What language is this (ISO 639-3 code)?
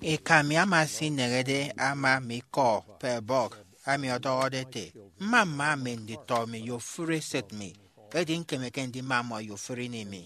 efi